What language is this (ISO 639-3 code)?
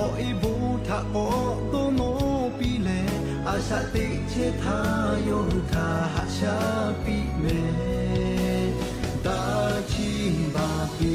lhu